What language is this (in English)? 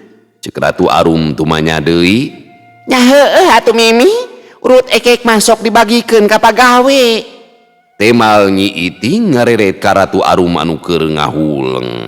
Sundanese